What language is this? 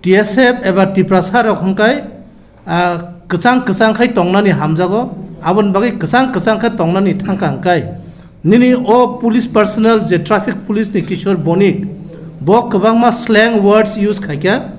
Kok Borok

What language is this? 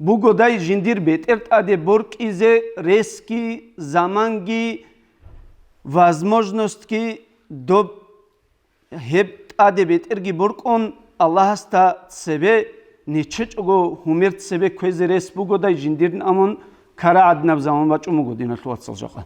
Avaric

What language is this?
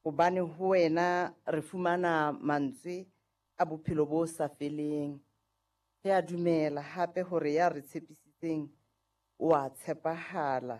Southern Sotho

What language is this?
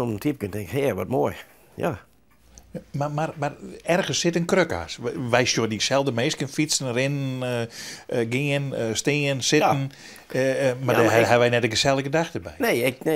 Western Frisian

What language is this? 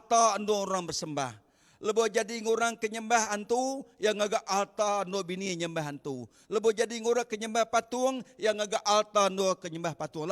Iban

